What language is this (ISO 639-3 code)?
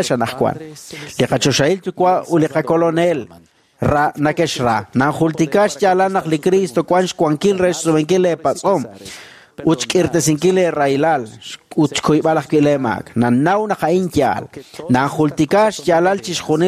kek